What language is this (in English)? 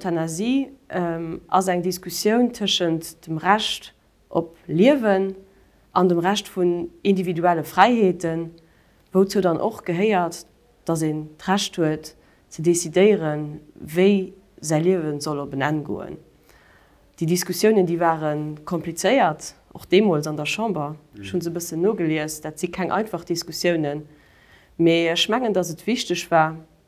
Luxembourgish